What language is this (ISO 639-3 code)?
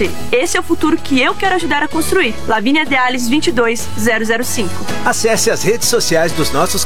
por